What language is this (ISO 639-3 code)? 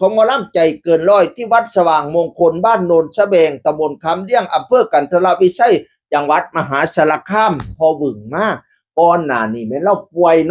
tts